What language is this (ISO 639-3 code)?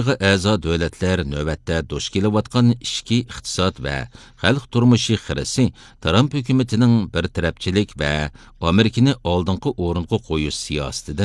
uig